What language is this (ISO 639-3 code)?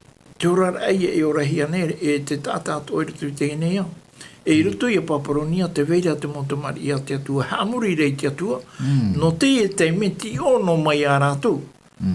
tah